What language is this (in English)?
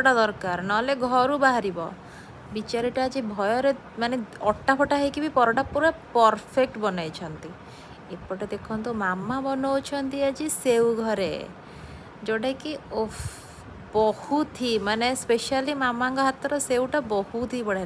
Odia